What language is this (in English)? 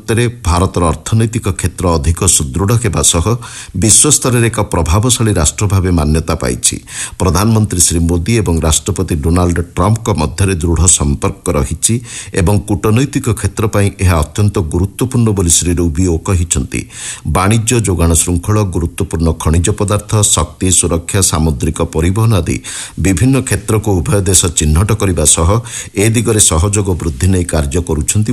Odia